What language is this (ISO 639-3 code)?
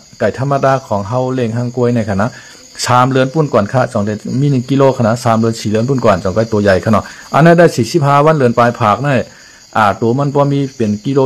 shn